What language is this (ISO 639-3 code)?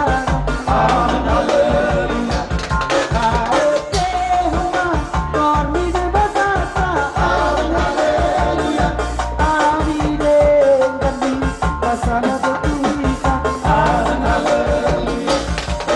bbc